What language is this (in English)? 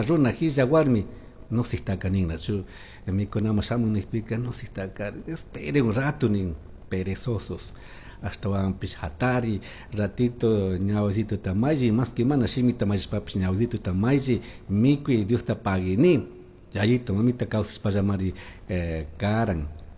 Chimborazo Highland Quichua